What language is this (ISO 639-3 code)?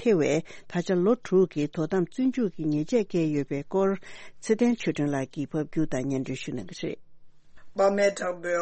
bod